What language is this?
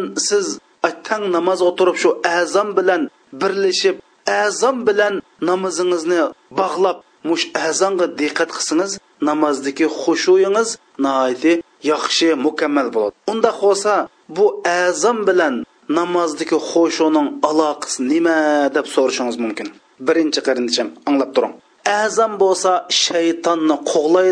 Uyghur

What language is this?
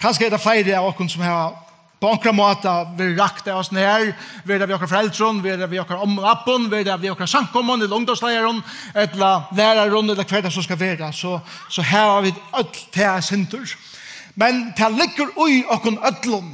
Faroese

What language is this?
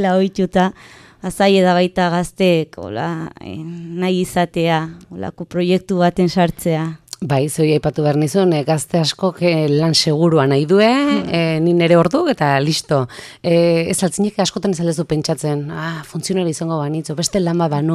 Basque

